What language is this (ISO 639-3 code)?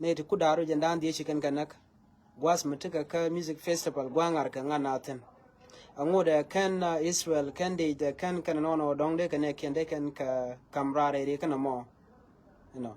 nus